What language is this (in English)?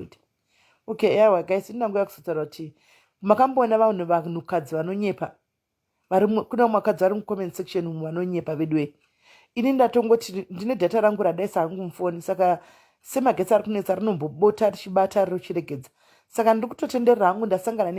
Shona